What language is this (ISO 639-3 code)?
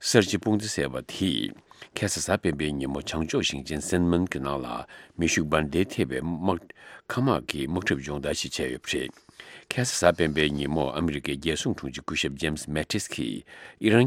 bod